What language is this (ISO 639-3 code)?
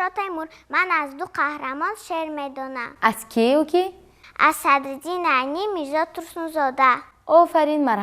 tgk